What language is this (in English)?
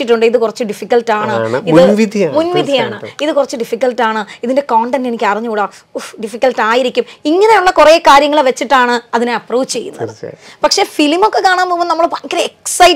Malayalam